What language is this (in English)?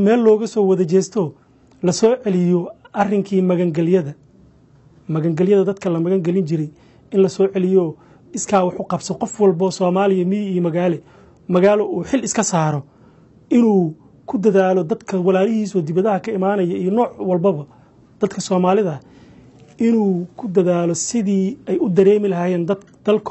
Somali